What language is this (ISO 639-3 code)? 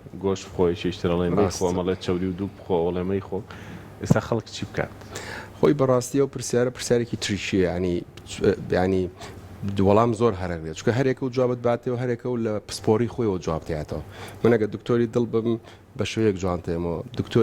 ckb